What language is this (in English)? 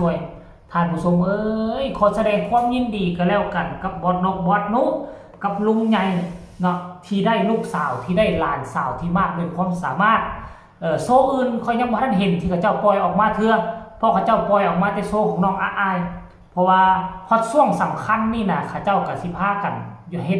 Northeastern Thai